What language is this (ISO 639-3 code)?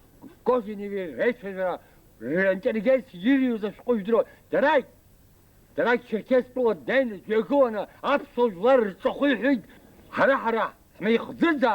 abk